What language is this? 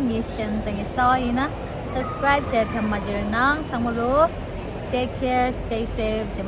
Tibetan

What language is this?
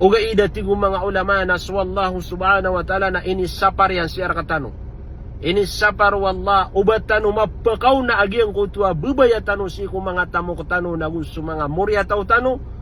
Maranao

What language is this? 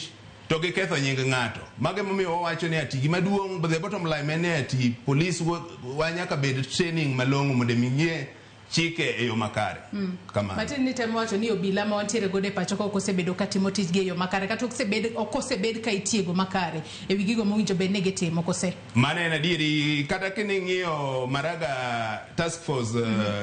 Luo (Kenya and Tanzania)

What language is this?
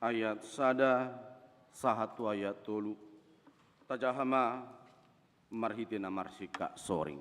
Batak Toba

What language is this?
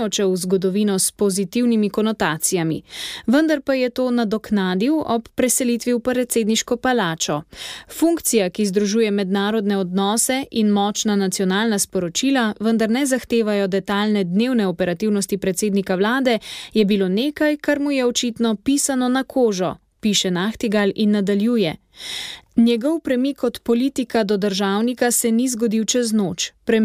Slovenian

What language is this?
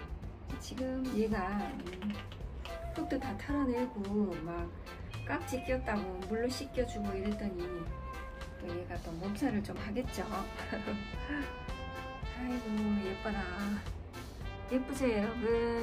Korean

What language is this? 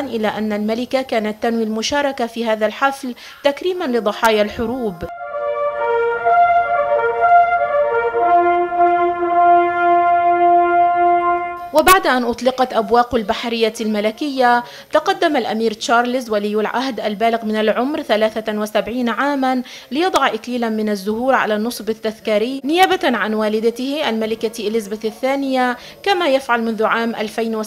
Arabic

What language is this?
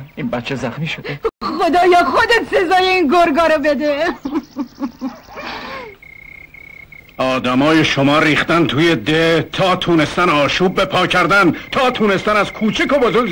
Persian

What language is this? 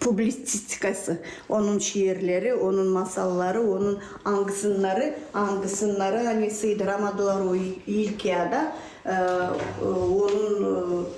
Gagauz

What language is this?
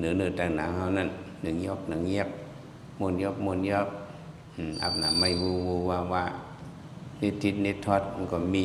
Shan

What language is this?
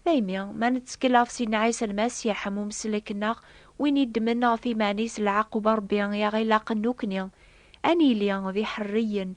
Kabyle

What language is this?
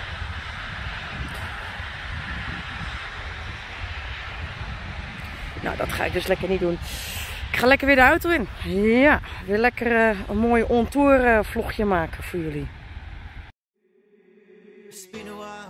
Dutch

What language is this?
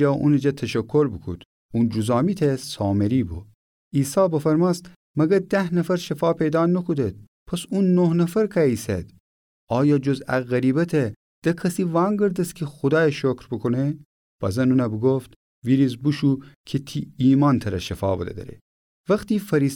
Gilaki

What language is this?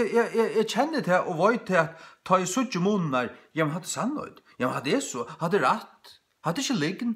Faroese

